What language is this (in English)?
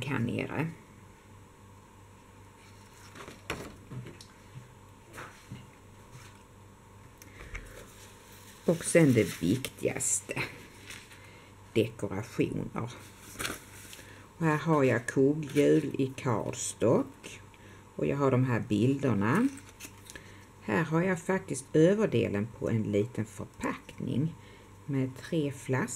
Swedish